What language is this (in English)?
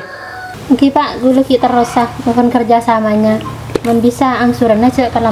Madurese